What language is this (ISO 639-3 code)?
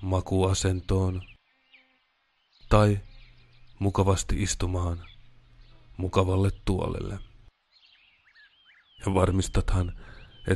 fin